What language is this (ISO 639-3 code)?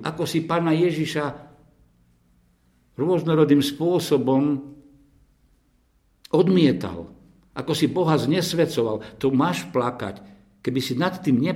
slk